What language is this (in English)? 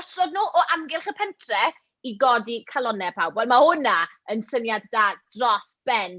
Welsh